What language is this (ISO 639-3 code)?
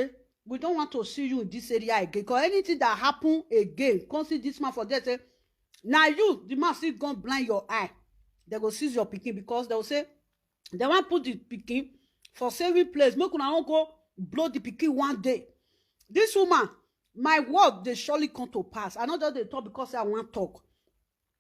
pcm